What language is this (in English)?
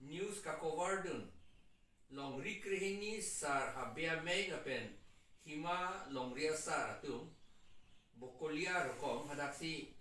Karbi